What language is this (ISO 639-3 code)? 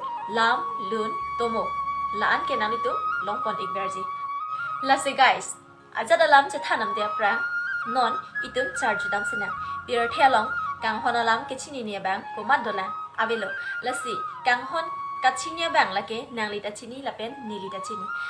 mjw